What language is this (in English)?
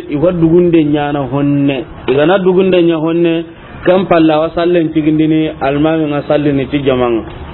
Soninke